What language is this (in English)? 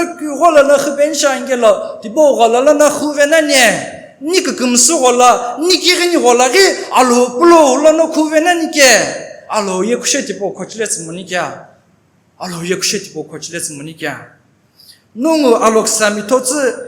Sumi Naga